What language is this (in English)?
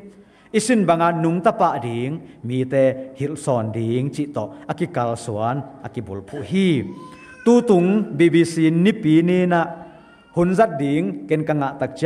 Tedim Chin